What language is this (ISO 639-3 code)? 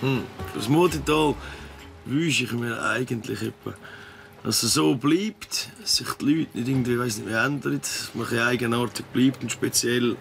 gsw